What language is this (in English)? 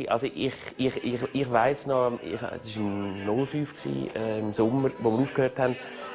Swiss German